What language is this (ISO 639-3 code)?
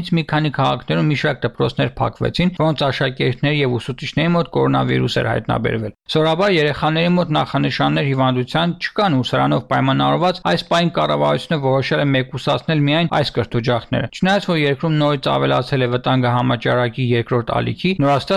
hye